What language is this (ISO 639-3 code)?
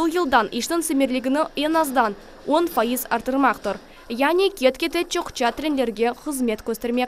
crh